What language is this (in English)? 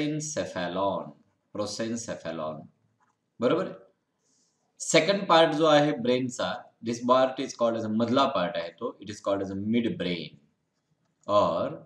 Marathi